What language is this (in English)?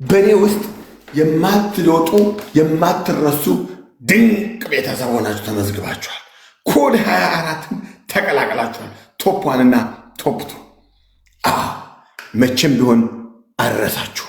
Amharic